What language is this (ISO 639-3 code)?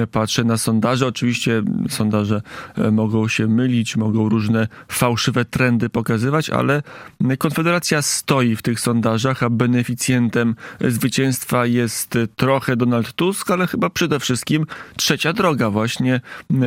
pol